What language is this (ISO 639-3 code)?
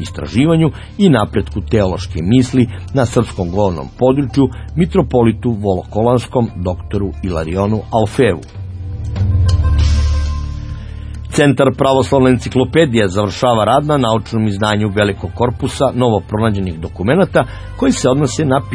srp